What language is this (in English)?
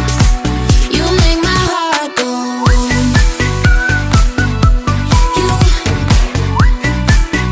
English